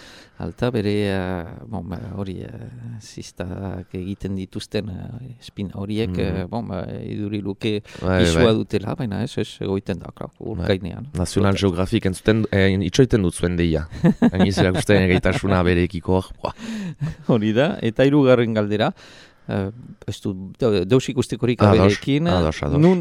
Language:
Basque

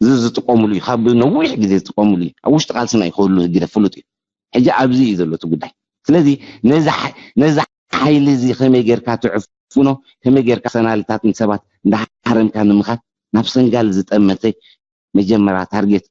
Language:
Tigrinya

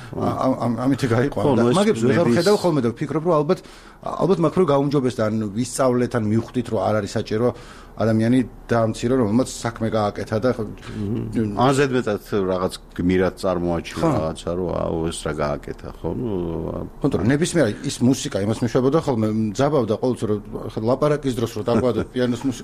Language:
Georgian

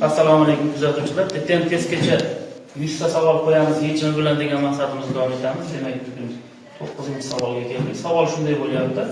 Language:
Uzbek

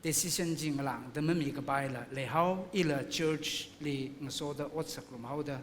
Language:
Tangkhul Naga (India)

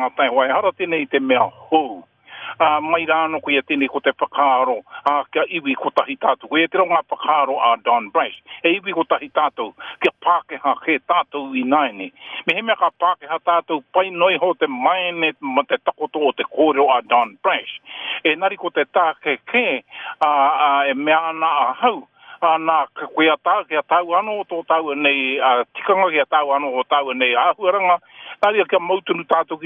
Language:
Māori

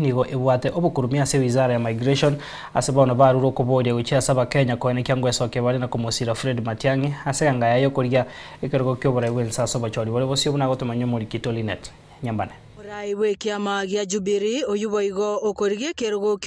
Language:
Gusii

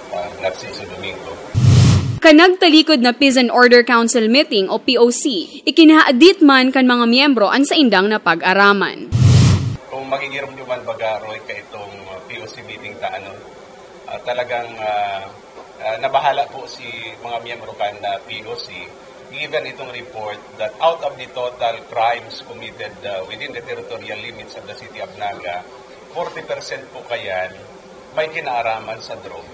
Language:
Bikol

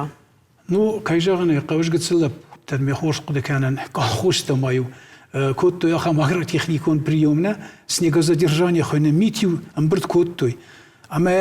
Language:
Ossetic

